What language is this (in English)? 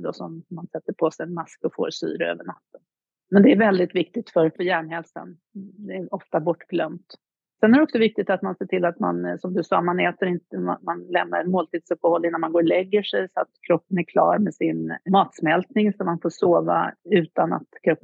Swedish